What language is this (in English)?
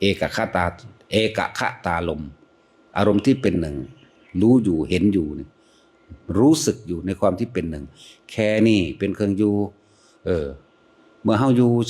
Northeastern Thai